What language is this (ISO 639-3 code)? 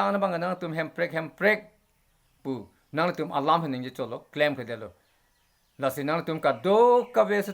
mjw